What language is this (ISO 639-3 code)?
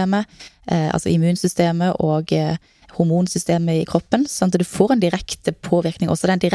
nor